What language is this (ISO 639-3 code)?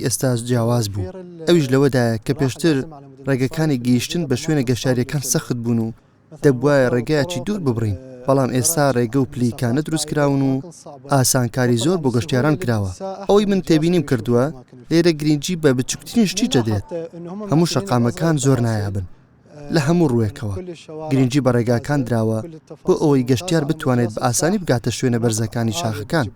ckb